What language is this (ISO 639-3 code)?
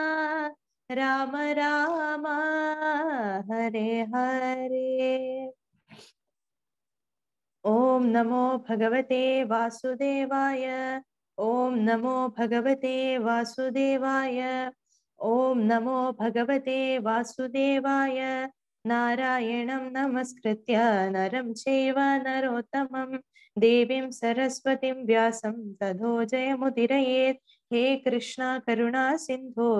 mal